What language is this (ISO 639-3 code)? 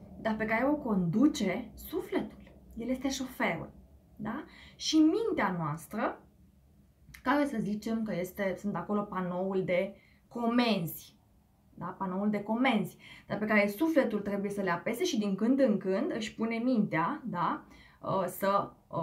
ron